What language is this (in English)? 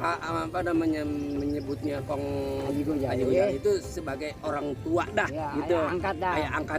Betawi